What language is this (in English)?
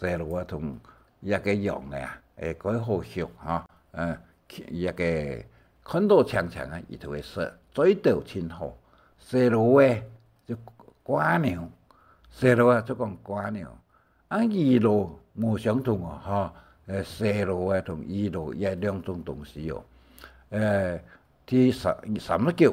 Hakka Chinese